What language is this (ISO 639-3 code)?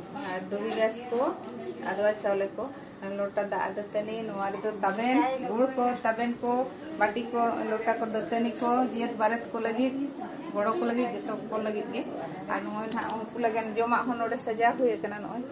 sat